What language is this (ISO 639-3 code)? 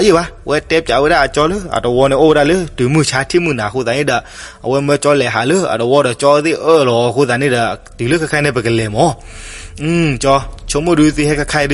ksw